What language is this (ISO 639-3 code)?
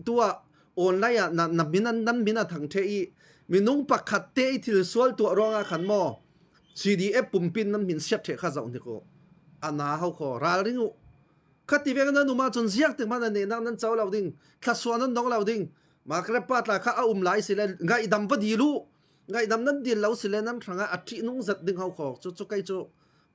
cfm